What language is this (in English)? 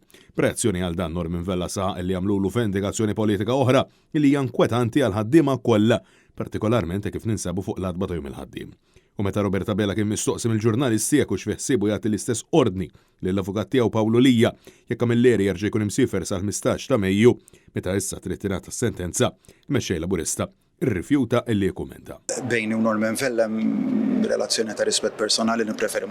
Maltese